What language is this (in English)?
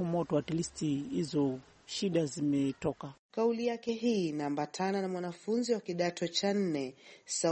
Swahili